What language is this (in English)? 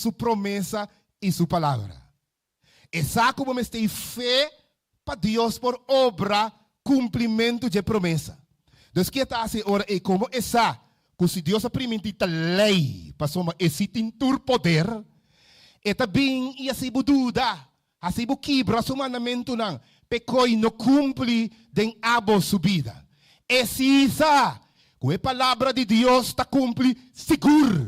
Papiamento